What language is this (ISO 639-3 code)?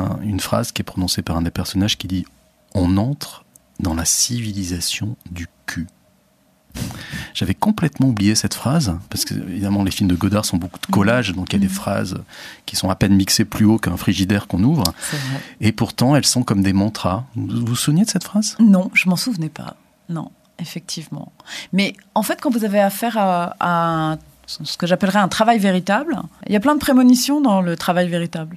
fra